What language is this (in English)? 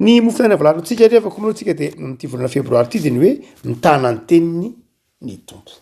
Malagasy